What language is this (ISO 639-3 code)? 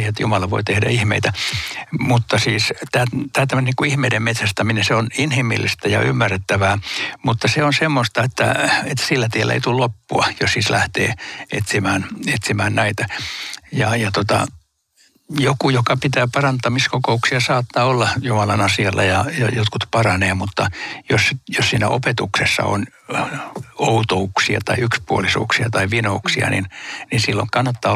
fin